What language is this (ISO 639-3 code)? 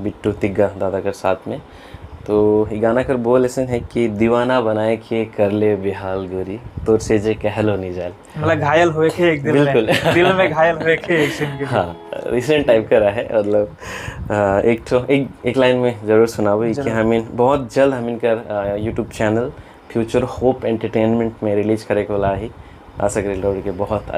sck